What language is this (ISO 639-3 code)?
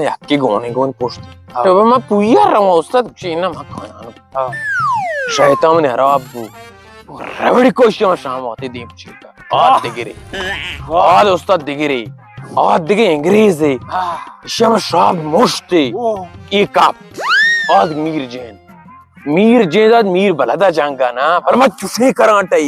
bal